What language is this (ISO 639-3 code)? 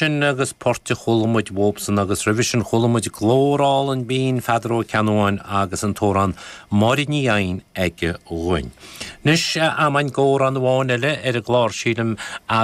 gle